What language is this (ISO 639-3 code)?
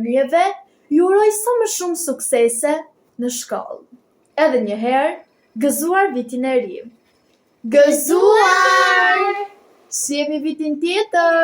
sqi